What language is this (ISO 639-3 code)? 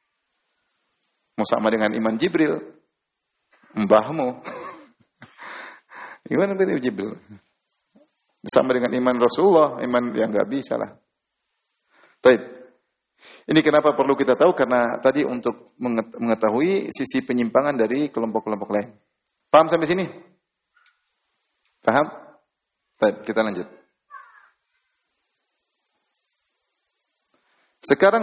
ind